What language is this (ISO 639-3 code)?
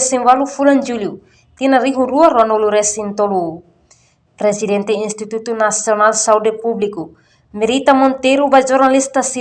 tet